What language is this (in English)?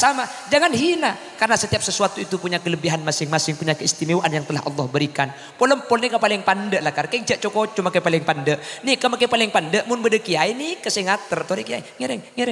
Madurese